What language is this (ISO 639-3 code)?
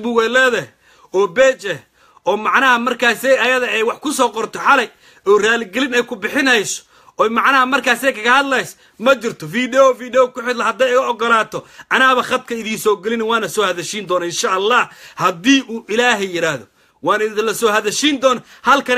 som